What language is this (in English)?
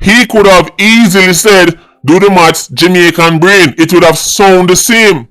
Jamaican Creole English